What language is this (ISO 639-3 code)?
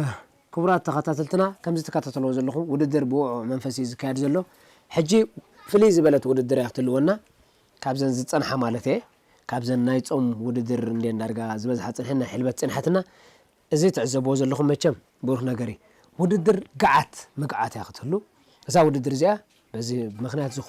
tir